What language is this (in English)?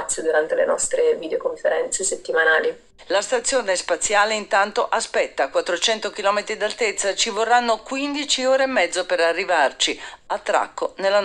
Italian